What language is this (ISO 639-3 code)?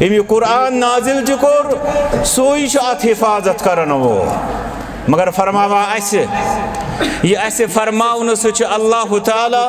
kas